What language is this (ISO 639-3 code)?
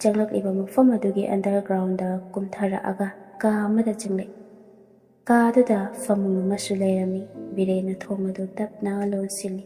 mni